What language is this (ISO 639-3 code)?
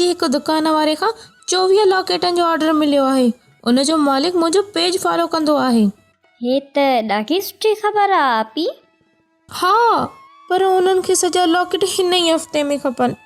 snd